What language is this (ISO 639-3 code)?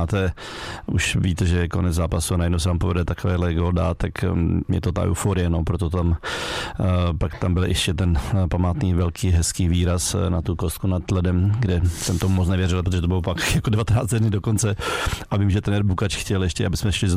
ces